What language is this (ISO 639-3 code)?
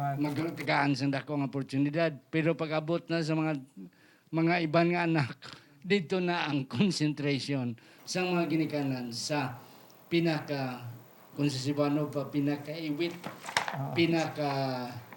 hil